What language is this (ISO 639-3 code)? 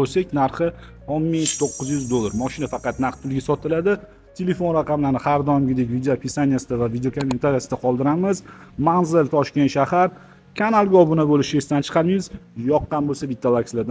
uzb